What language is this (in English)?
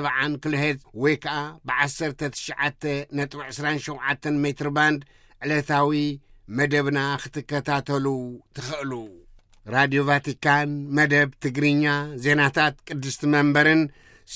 Tigrinya